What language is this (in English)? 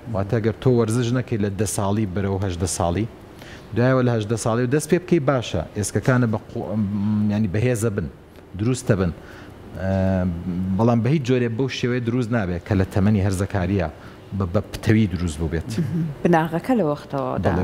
Central Kurdish